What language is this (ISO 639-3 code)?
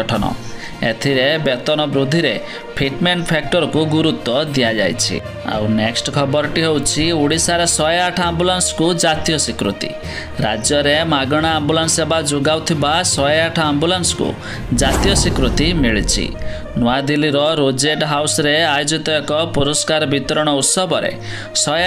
ori